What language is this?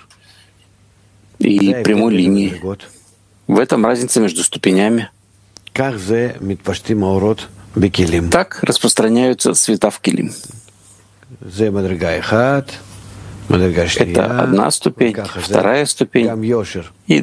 Russian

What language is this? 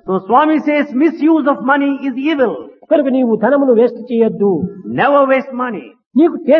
Telugu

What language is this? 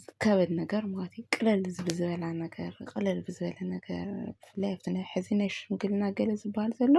Tigrinya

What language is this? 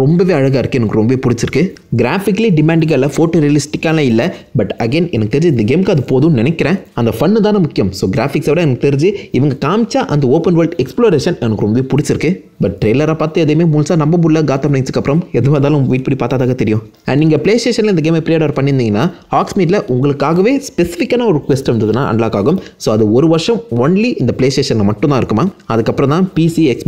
Tamil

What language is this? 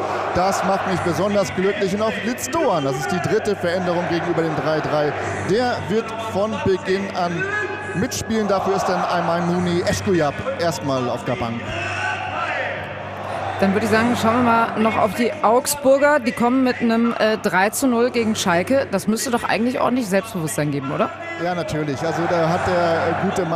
German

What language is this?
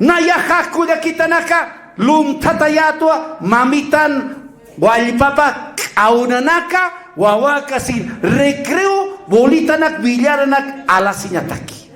Aymara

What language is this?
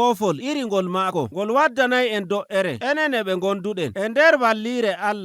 Nigerian Fulfulde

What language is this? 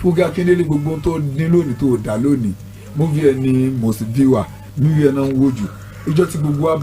Yoruba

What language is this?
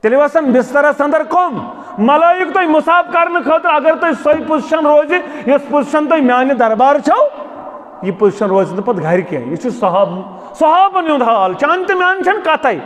Kashmiri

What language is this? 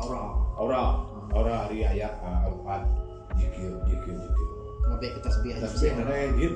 Iban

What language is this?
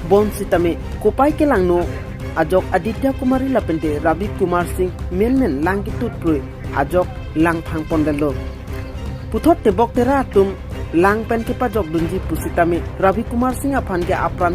Karbi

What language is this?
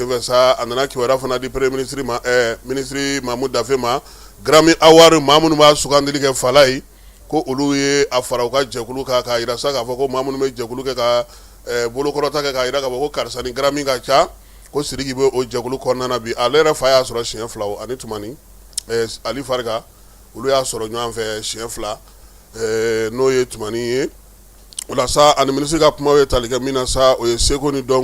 Bambara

